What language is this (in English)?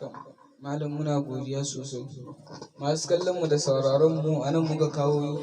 Hausa